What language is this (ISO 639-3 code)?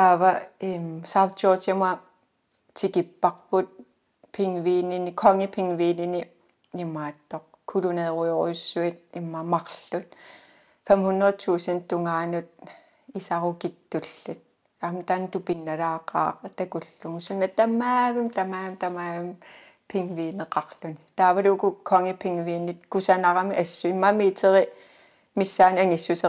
kal